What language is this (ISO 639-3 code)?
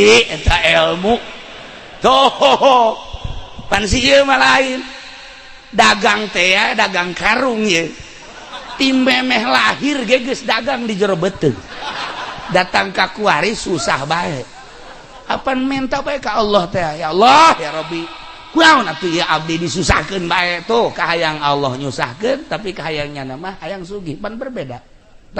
sun